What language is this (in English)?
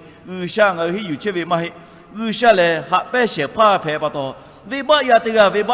Lahu